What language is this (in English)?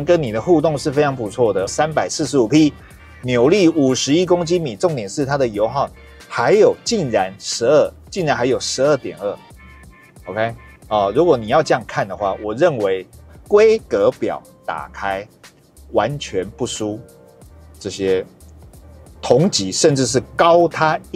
Chinese